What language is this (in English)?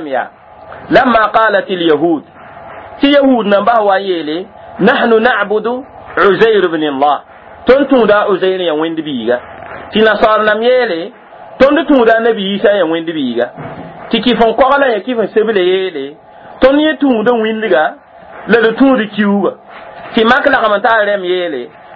Mossi